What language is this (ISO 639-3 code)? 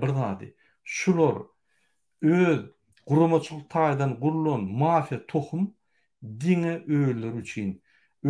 tuk